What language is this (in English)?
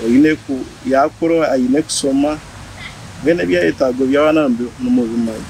Nyankole